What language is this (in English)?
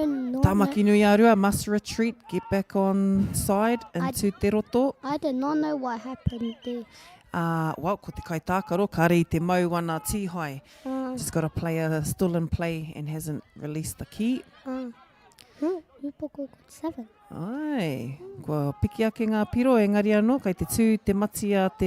Māori